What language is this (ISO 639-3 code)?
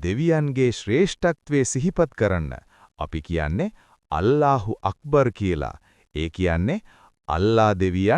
sin